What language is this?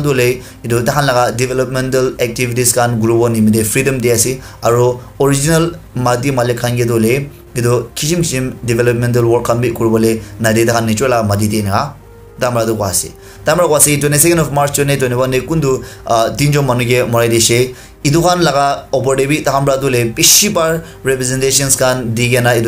Naga Pidgin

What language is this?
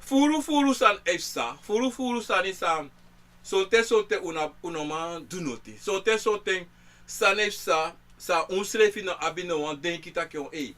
Sranan Tongo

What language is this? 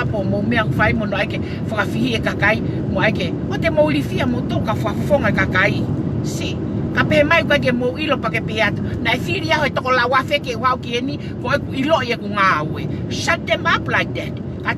Tongan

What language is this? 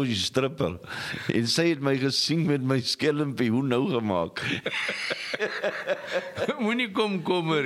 Afrikaans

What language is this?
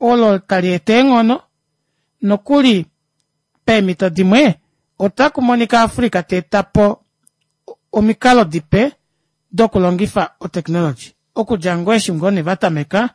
Kuanyama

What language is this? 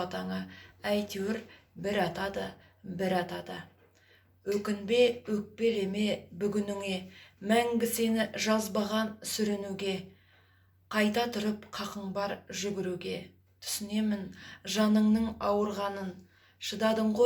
Kazakh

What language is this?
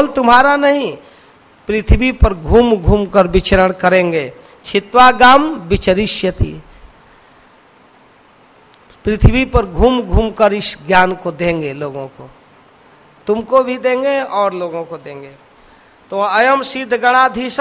Hindi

